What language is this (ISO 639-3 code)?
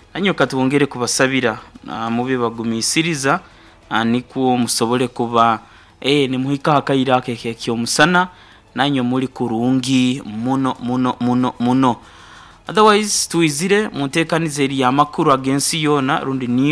nyo